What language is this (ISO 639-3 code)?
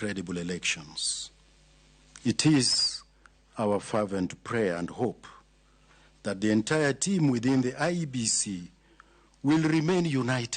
luo